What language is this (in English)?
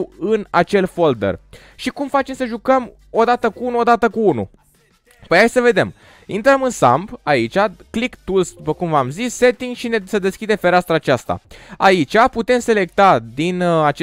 Romanian